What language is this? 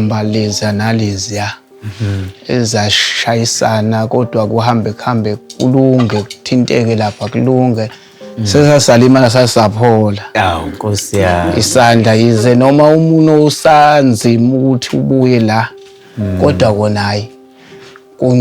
Zulu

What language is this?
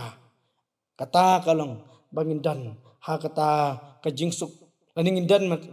Khasi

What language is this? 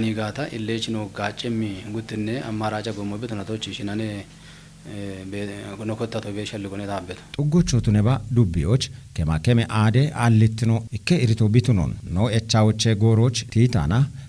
Kafa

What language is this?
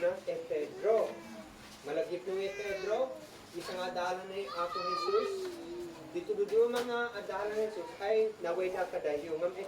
Isnag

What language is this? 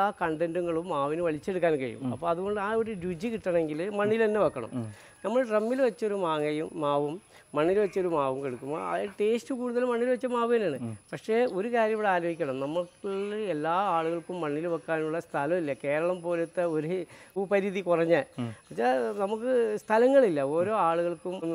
Malayalam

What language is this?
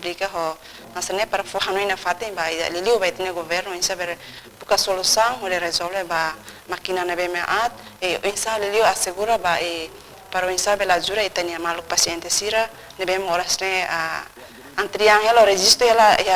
Tetum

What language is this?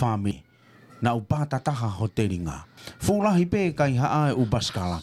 Tongan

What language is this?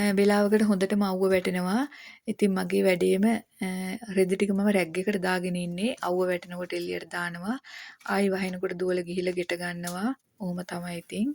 Sinhala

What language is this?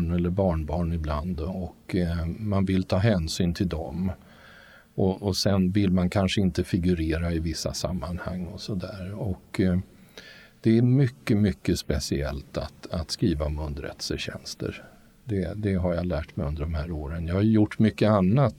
Swedish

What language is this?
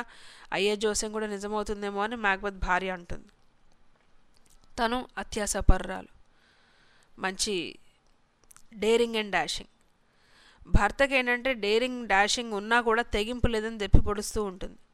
Telugu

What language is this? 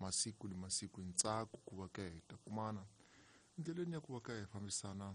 Tsonga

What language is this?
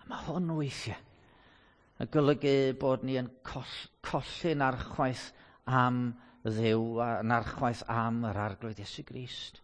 Welsh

